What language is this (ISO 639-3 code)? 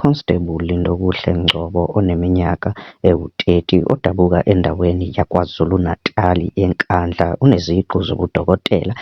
zul